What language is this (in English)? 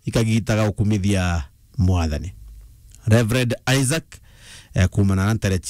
Meru